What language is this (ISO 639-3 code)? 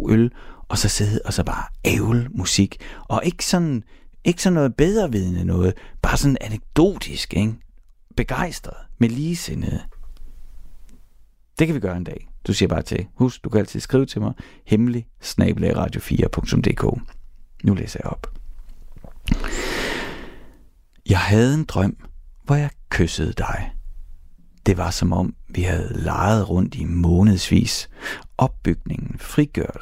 dan